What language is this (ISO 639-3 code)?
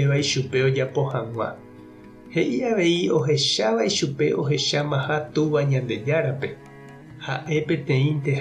grn